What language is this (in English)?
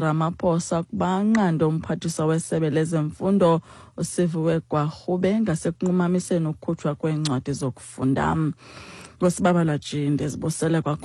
Xhosa